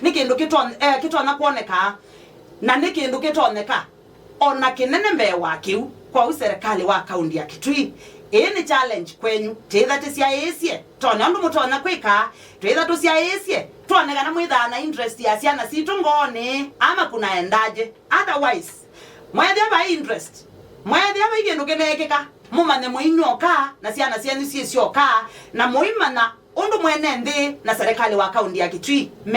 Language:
Kamba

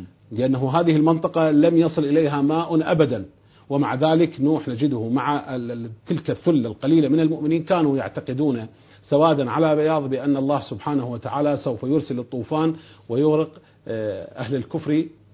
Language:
Arabic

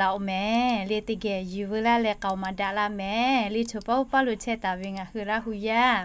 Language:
Lahu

